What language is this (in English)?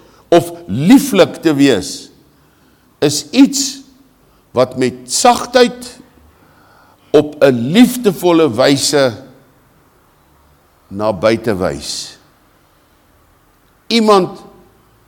Afrikaans